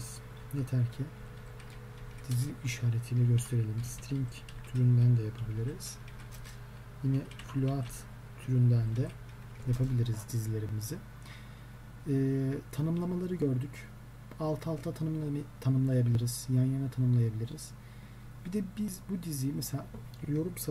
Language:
Turkish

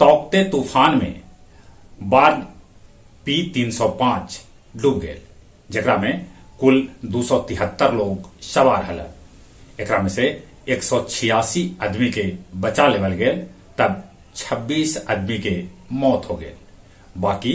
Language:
Magahi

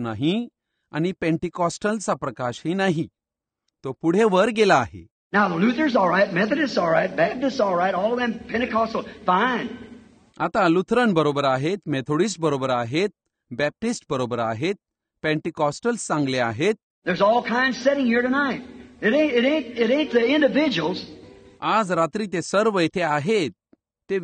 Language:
Marathi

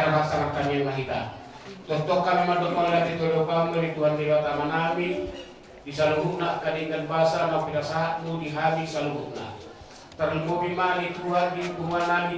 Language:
Batak Toba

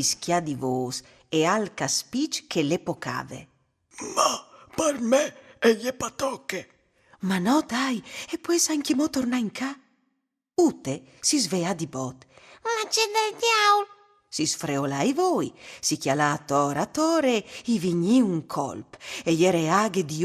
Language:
Friulian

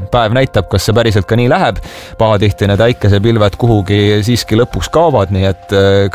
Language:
Estonian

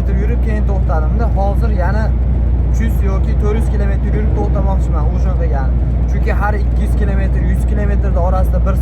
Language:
Uzbek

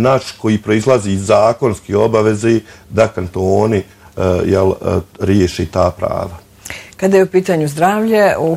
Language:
Bosnian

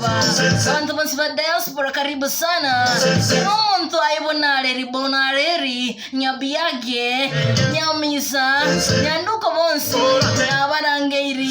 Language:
Gusii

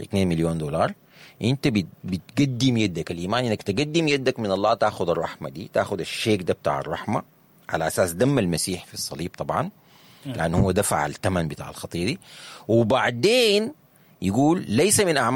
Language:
Sudanese Arabic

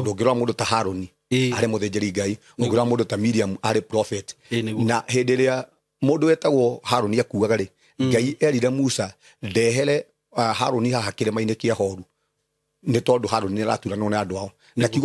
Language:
Kikuyu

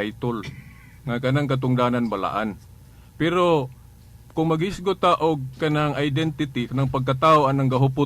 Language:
Cebuano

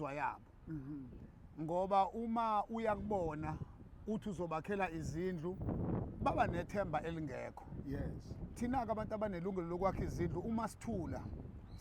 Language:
Zulu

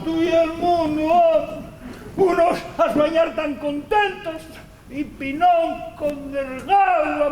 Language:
Asturian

